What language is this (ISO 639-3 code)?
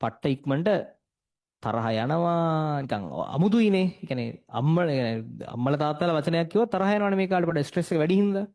sin